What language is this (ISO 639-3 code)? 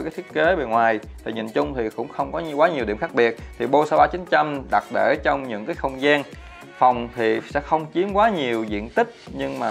vie